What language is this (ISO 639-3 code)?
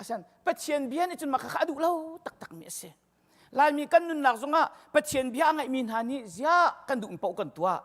cnh